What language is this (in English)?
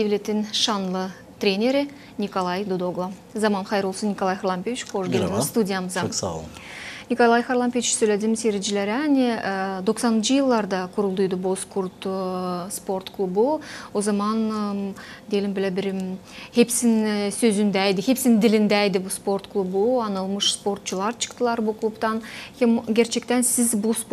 Gagauz